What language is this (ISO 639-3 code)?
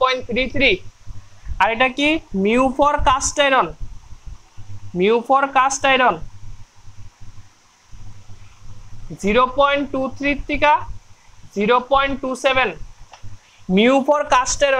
ben